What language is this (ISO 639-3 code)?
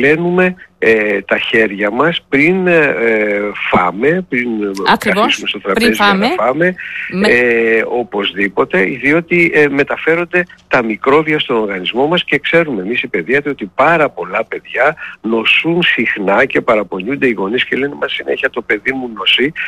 ell